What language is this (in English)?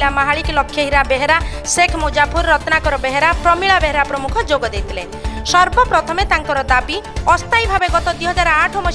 Odia